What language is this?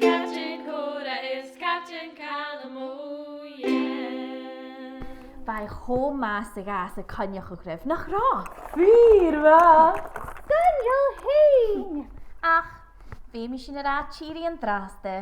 Scottish Gaelic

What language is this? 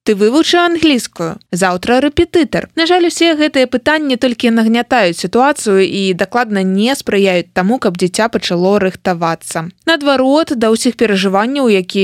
Belarusian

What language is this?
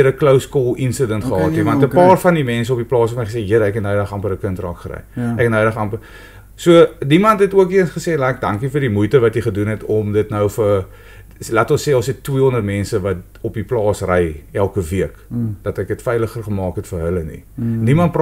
Afrikaans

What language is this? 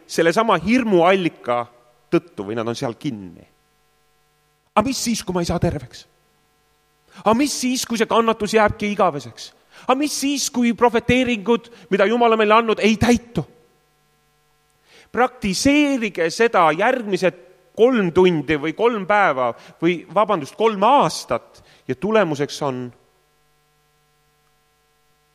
Estonian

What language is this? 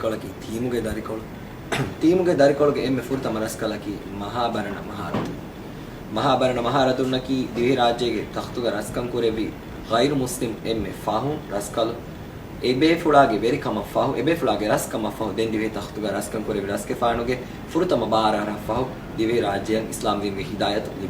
Divehi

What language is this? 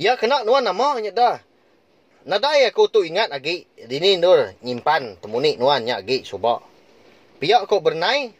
Iban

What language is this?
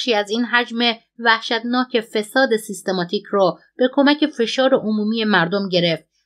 Persian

